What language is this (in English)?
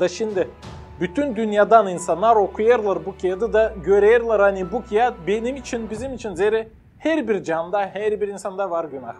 Gagauz